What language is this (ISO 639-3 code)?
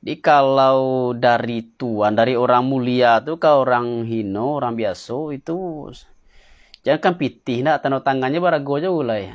min